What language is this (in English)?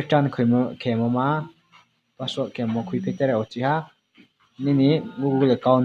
Riang (India)